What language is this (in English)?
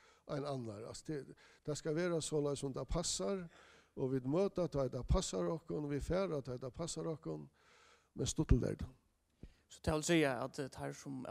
Faroese